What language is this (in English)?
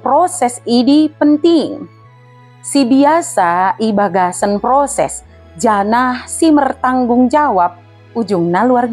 Batak Dairi